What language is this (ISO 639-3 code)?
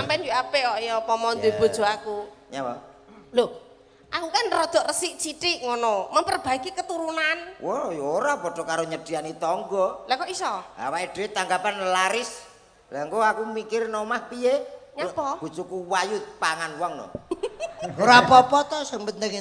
jav